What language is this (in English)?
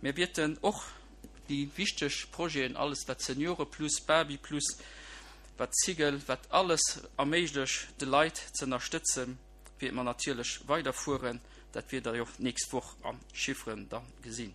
Luxembourgish